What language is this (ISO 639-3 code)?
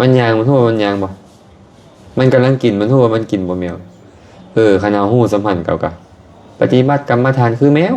lao